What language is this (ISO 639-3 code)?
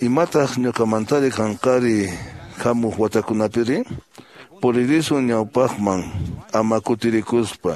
que